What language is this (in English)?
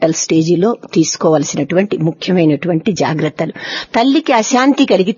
Telugu